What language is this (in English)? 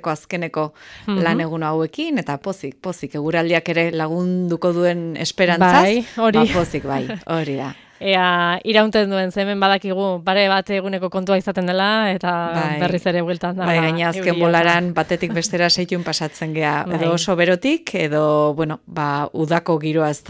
Basque